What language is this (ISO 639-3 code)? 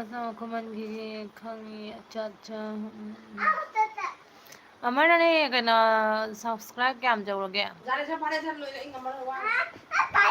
mni